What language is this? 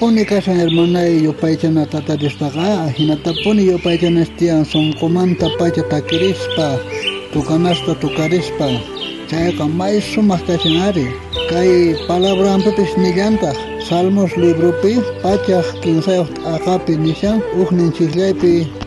South Bolivian Quechua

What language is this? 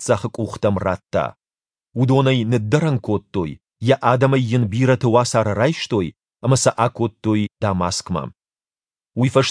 Ossetic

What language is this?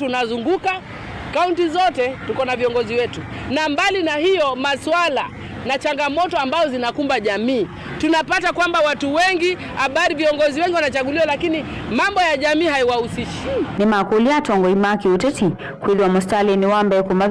Kamba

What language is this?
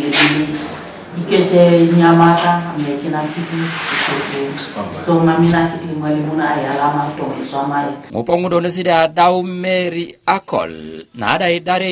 Teso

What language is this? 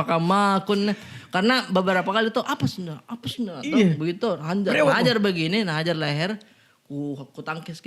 Makassar Malay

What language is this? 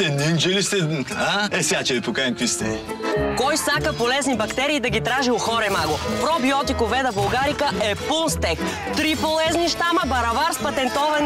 Bulgarian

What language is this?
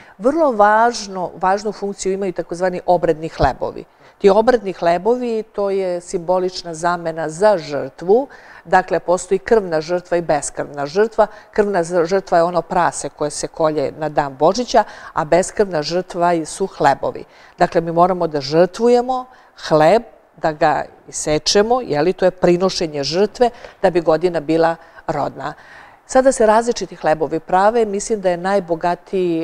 Serbian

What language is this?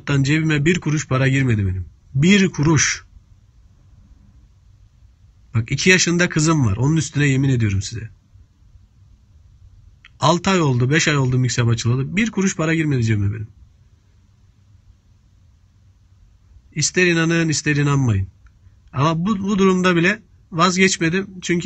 Turkish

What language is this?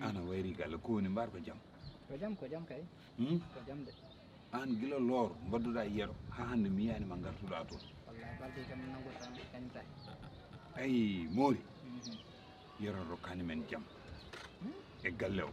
Fula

